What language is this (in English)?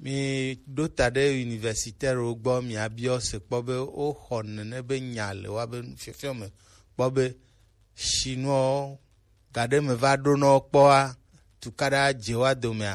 Gen